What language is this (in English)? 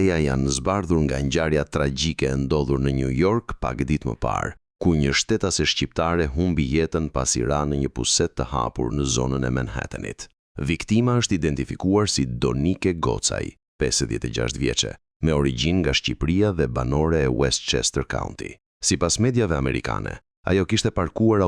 Albanian